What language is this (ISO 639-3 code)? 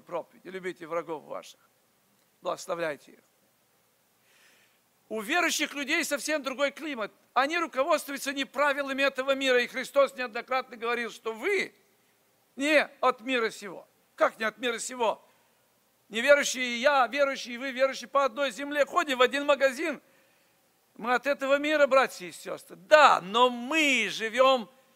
rus